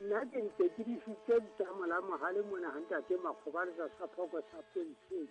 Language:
Southern Sotho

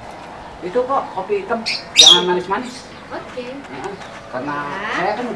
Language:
Betawi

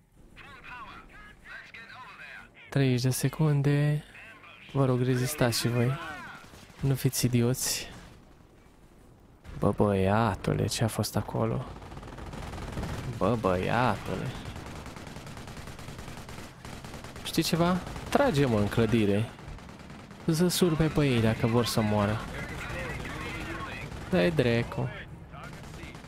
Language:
Romanian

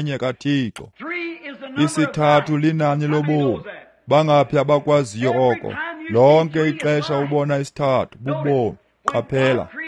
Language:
Xhosa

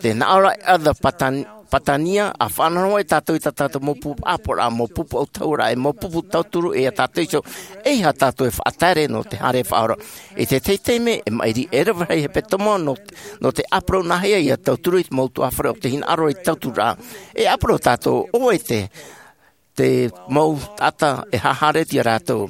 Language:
Tahitian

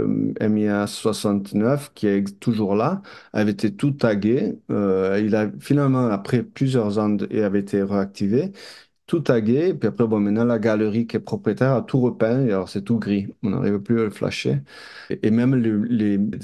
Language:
French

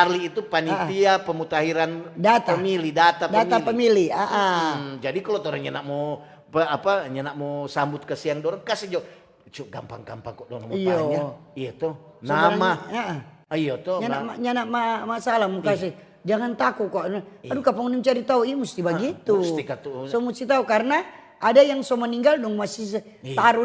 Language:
Manado Malay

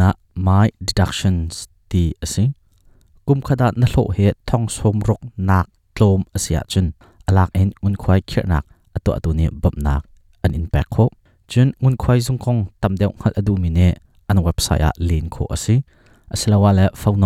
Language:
Hakha Chin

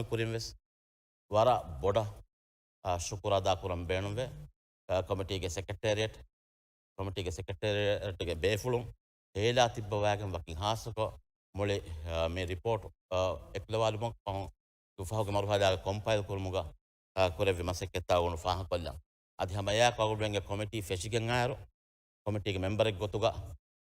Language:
Divehi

